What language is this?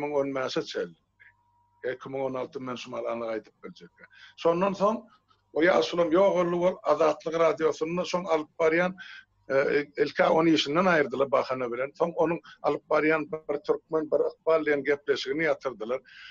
Turkmen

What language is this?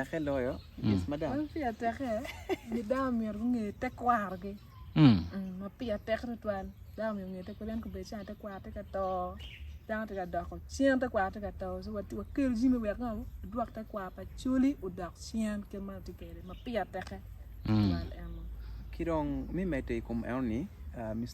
Acoli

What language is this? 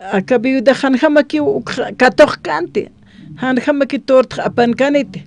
Aymara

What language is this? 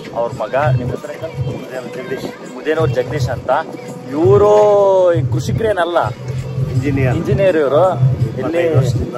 Kannada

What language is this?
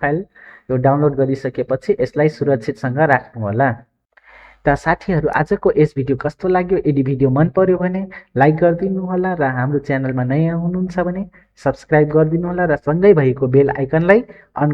Nepali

